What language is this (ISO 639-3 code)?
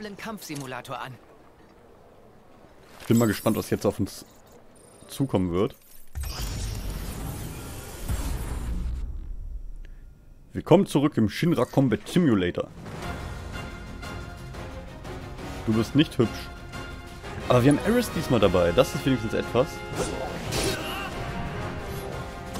deu